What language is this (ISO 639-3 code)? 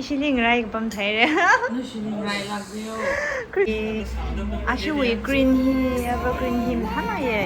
nmf